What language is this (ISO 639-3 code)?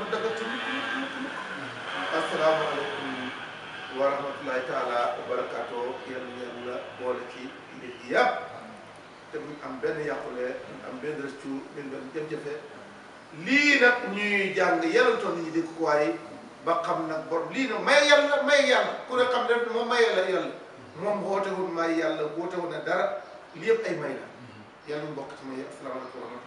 wol